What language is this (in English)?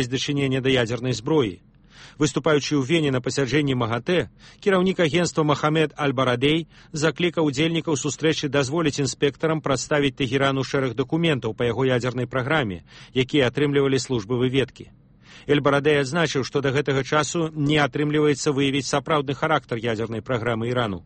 Belarusian